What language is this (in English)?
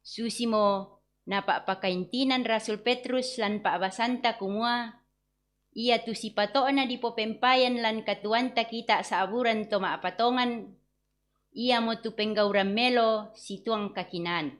Toraja-Sa'dan